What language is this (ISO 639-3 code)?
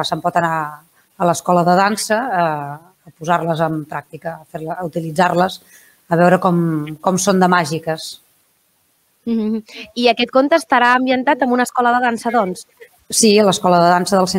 cat